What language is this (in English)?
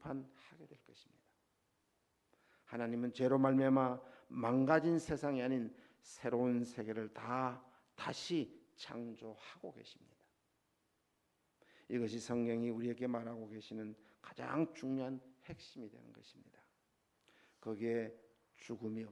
Korean